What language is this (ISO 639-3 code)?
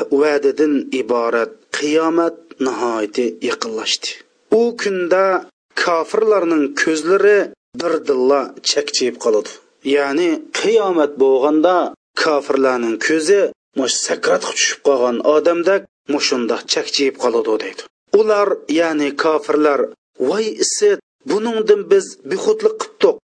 uig